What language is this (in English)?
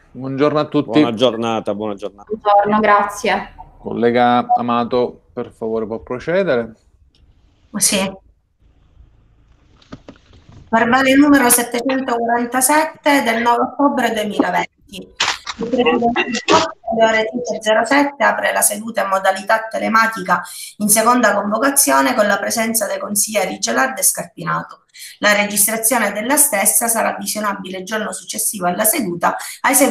Italian